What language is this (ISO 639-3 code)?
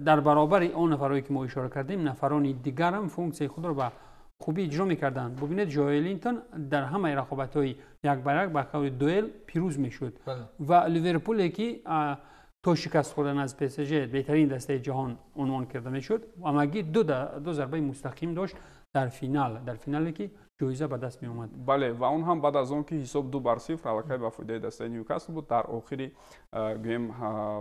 tgk